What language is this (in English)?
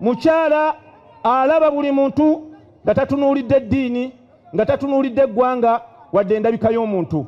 Ganda